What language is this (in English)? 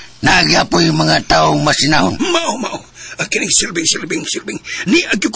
Cebuano